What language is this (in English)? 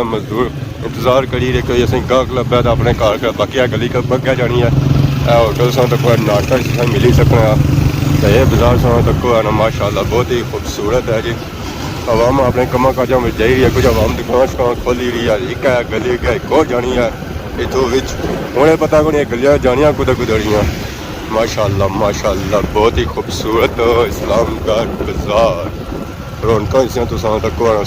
Pahari-Potwari